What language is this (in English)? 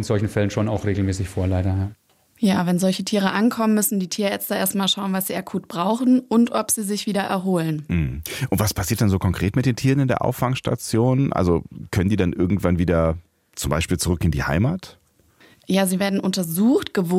German